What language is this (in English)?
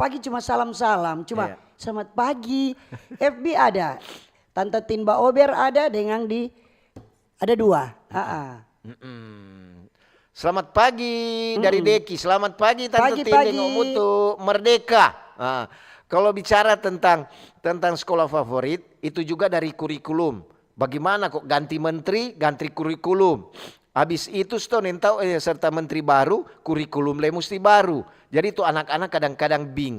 Manado Malay